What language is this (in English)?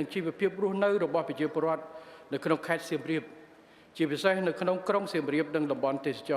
Khmer